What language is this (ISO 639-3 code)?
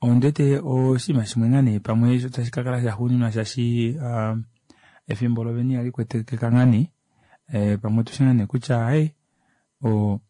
kua